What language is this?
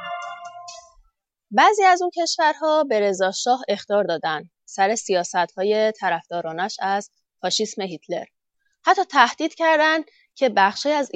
Persian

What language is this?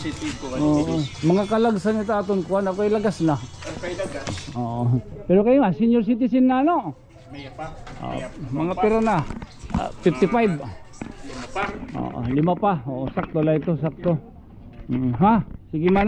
Waray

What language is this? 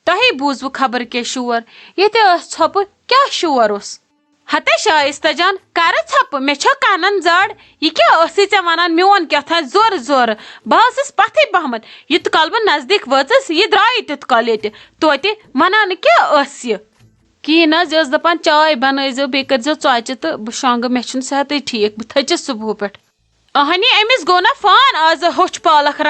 Kashmiri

